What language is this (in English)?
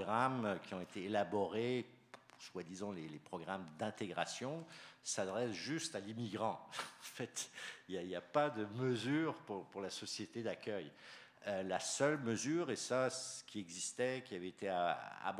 French